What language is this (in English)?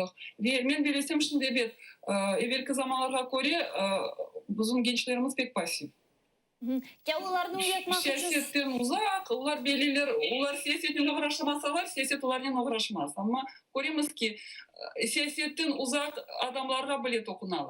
Crimean Tatar